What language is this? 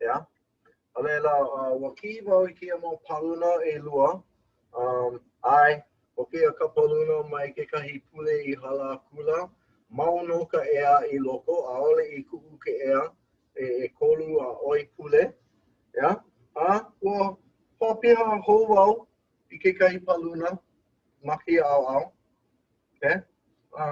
Hawaiian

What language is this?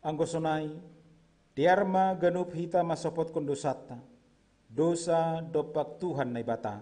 Batak Simalungun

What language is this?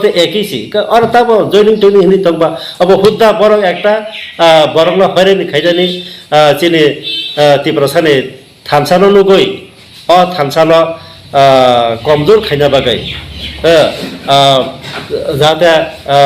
Kok Borok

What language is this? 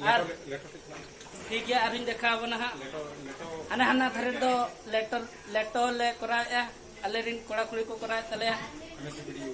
Santali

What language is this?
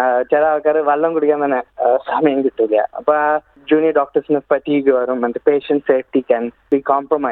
Malayalam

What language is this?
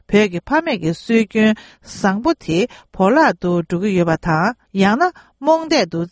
Tibetan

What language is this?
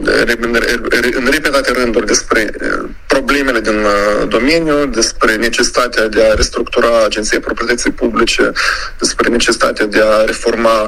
Romanian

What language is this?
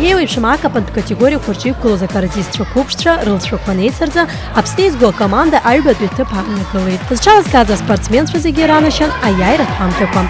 Abkhazian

